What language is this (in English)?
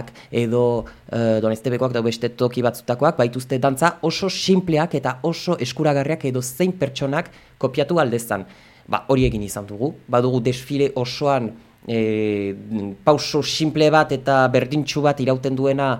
Basque